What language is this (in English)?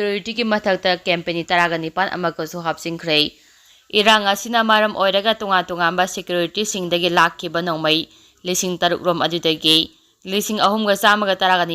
Manipuri